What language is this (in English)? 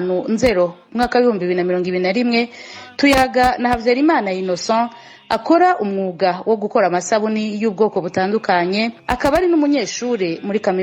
Rundi